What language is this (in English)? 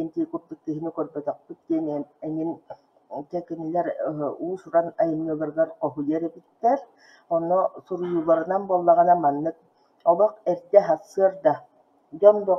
Yakut